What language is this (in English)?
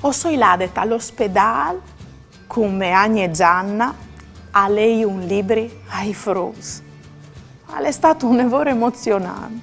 Friulian